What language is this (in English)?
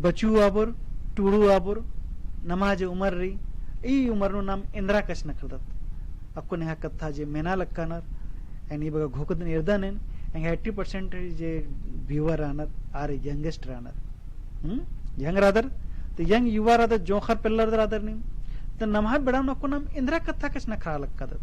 Kurukh